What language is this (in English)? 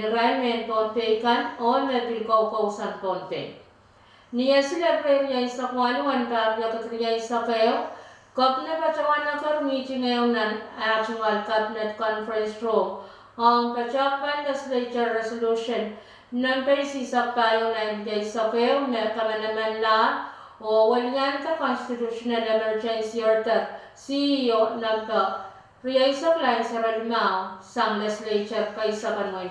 Pohnpeian